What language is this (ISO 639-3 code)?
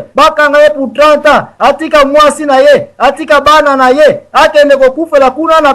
lin